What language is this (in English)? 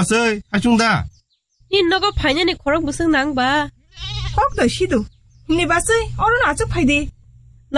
Kok Borok